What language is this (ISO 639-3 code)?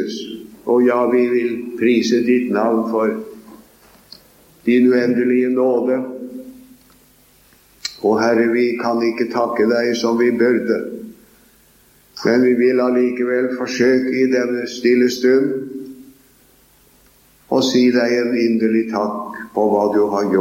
nor